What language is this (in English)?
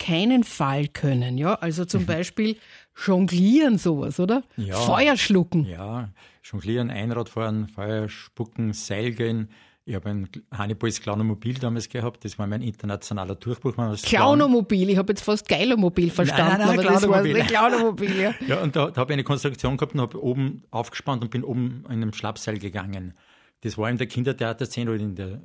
German